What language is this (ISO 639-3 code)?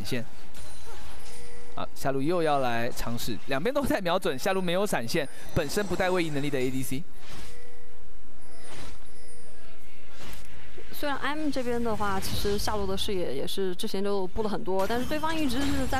zho